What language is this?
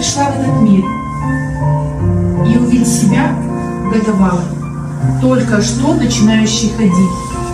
Russian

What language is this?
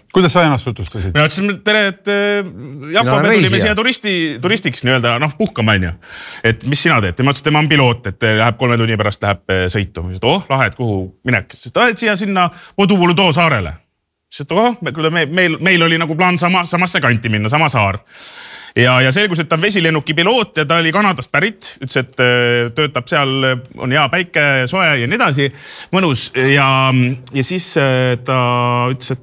Estonian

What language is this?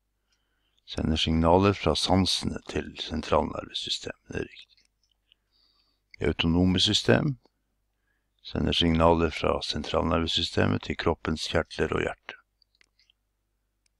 Norwegian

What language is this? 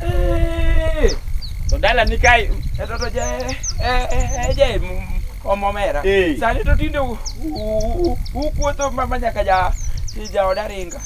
Luo (Kenya and Tanzania)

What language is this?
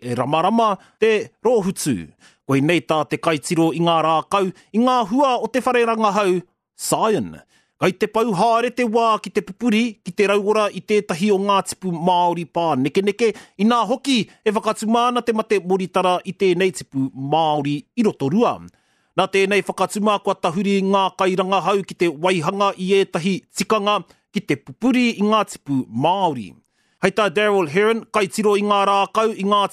Māori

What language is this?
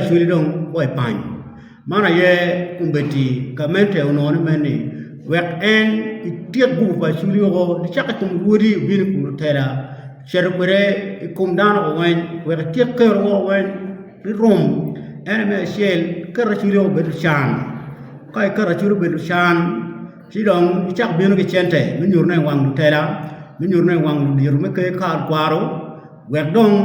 Acoli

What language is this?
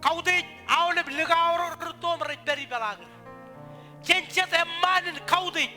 Marshallese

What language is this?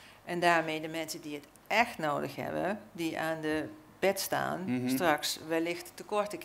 Dutch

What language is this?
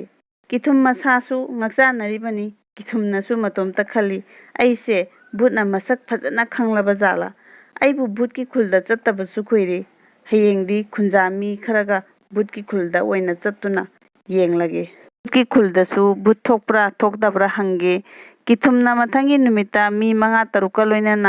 Manipuri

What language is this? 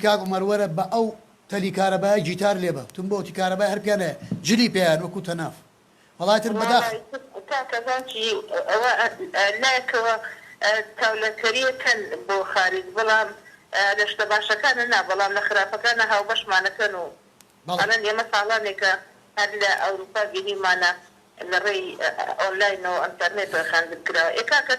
Central Kurdish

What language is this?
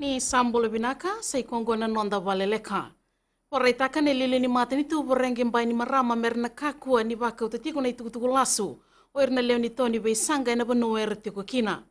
Fijian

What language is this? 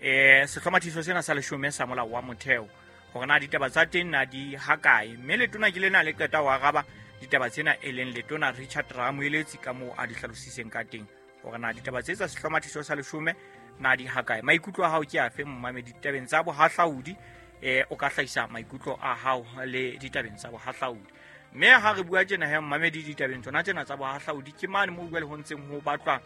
Southern Sotho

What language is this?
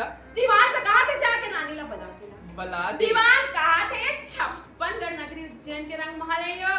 Chhattisgarhi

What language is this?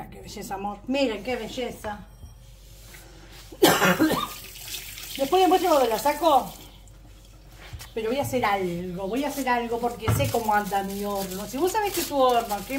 Spanish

